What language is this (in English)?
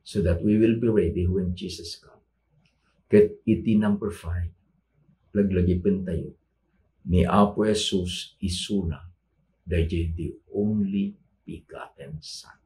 Iloko